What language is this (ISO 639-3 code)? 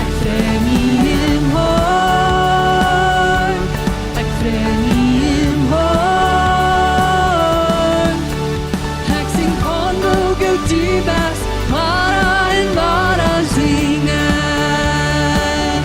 pdt